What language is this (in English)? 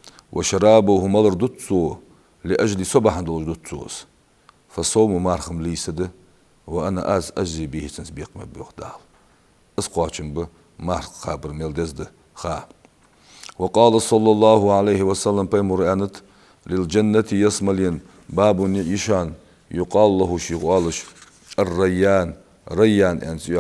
Ingush